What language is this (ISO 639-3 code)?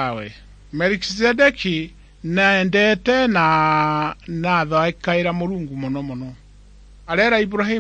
mer